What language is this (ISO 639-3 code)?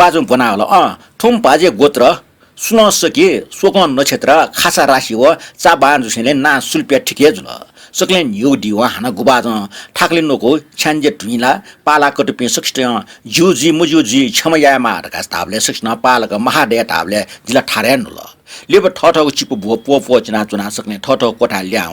new